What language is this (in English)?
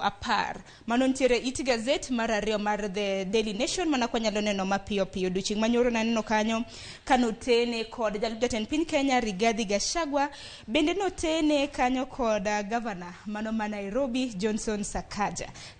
Luo (Kenya and Tanzania)